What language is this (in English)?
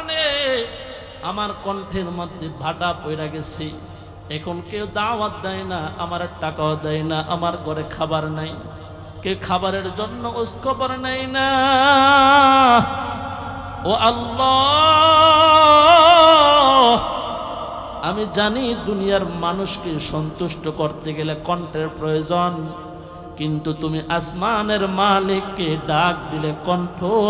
Bangla